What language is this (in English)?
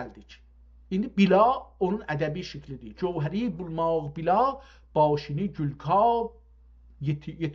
South Azerbaijani